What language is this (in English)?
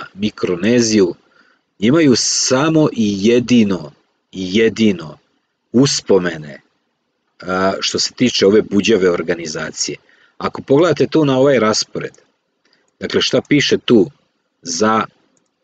Serbian